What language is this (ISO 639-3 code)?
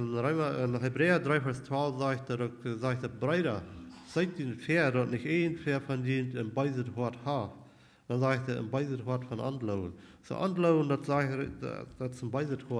pdt